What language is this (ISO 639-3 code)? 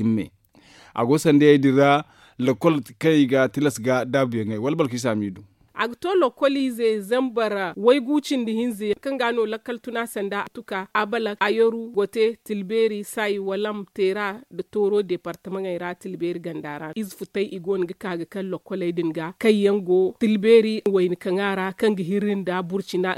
dje